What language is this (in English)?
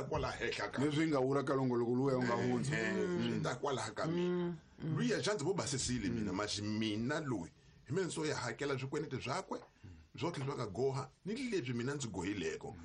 Tsonga